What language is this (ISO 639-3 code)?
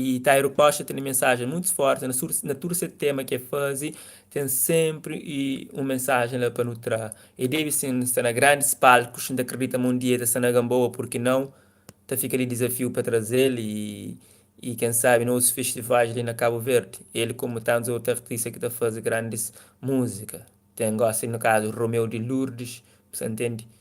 kea